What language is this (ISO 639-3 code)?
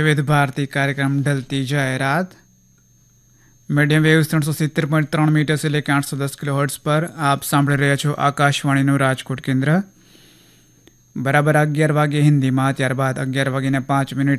guj